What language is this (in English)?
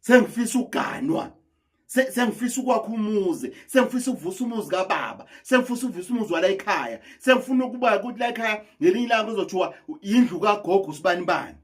Zulu